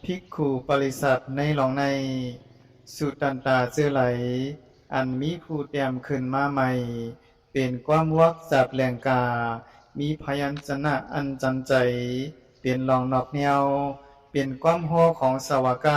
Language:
Shan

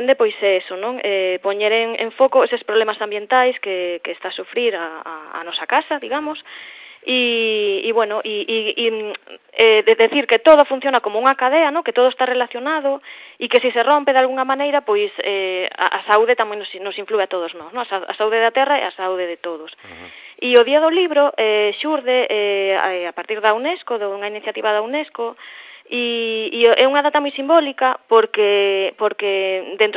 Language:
Galician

